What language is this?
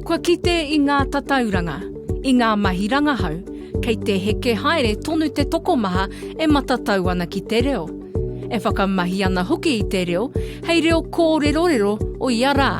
Māori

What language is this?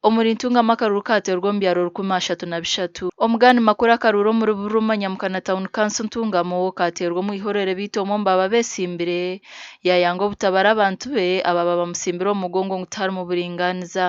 Nyankole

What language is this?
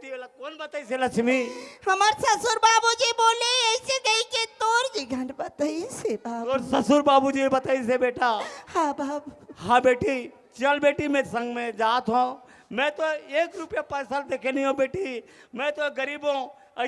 Chhattisgarhi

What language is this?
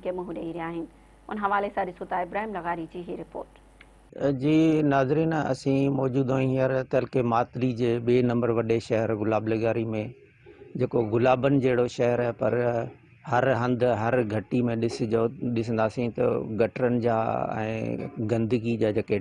Sindhi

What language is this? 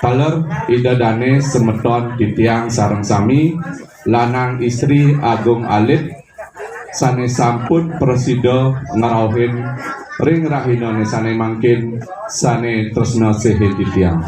Balinese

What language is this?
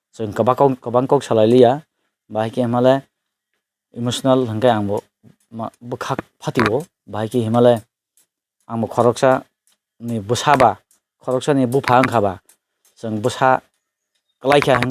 Kok Borok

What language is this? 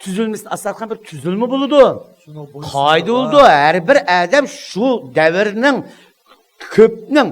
Uyghur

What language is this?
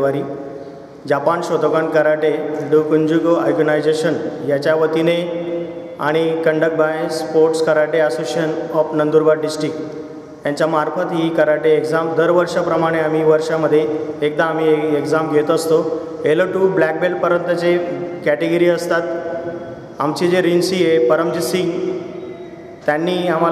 Marathi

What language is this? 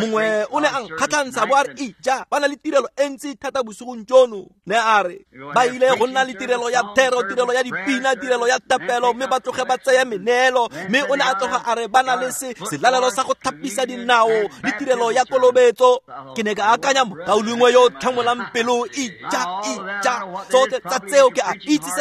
Tswana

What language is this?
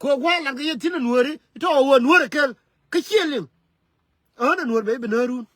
Nuer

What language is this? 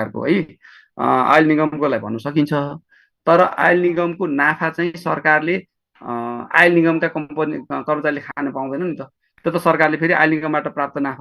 Nepali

